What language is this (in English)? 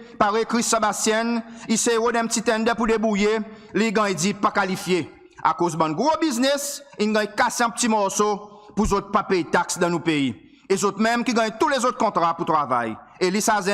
Seselwa Creole French